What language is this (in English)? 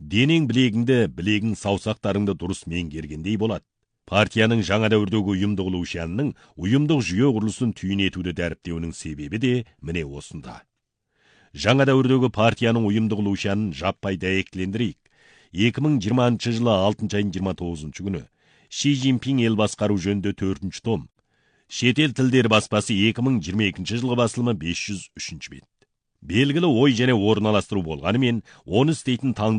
Kazakh